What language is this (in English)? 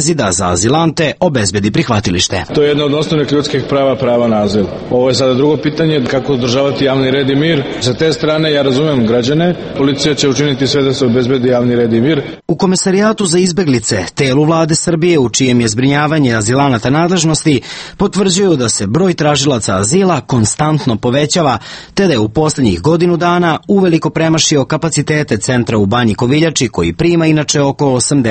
Serbian